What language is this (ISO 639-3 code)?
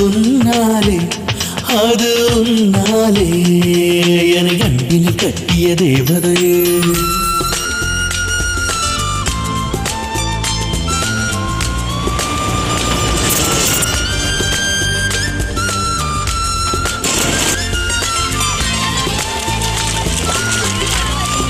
tam